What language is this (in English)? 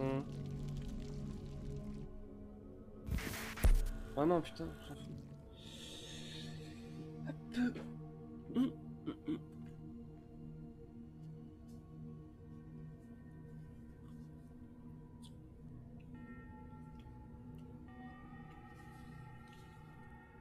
French